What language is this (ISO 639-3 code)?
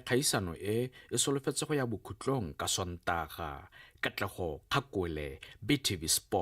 tsn